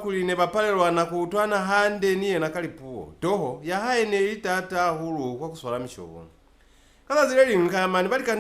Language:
Lozi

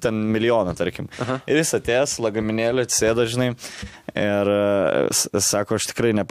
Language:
Lithuanian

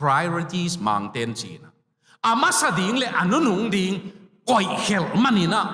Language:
Tedim Chin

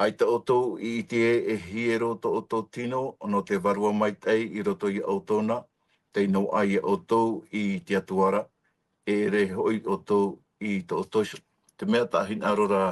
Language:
Tahitian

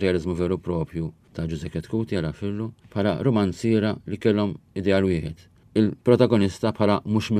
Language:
Maltese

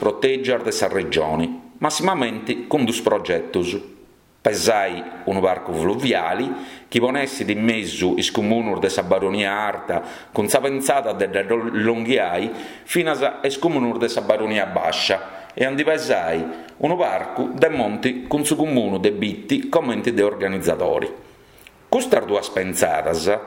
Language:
Sardinian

